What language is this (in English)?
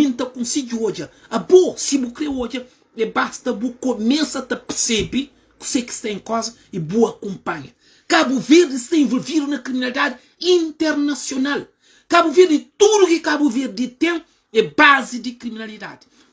Kabuverdianu